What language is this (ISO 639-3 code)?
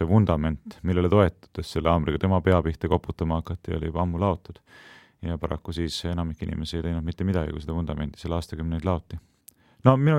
est